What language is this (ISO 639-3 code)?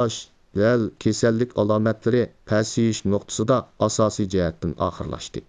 uig